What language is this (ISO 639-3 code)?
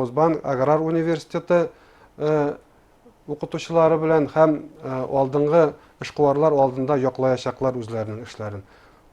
bak